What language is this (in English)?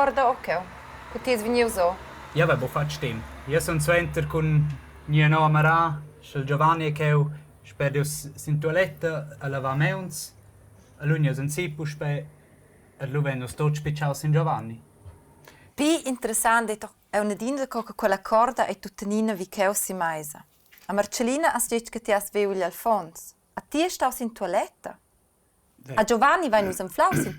Romansh